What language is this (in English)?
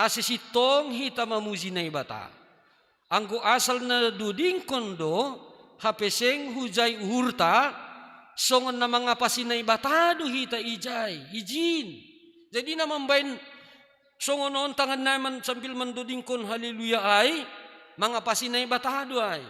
Batak Simalungun